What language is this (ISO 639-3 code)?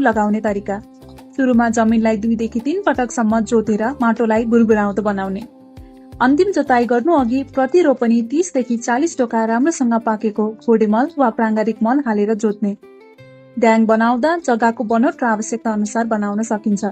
nep